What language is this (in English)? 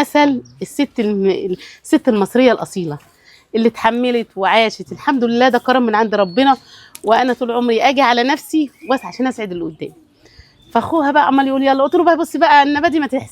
Egyptian Arabic